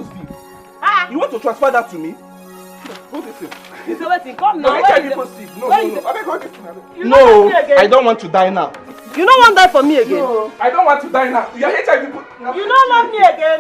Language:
Nigerian Pidgin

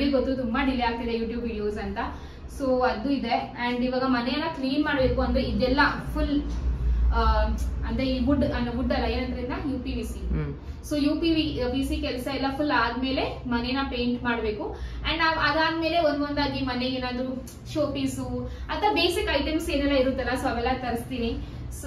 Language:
Kannada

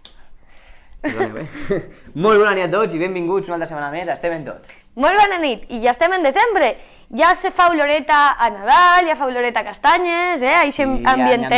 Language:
Catalan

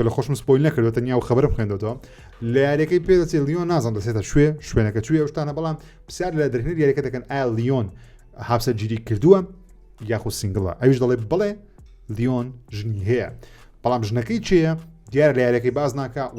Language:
Central Kurdish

